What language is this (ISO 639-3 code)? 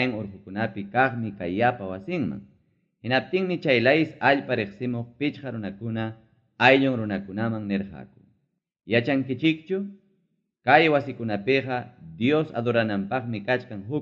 quy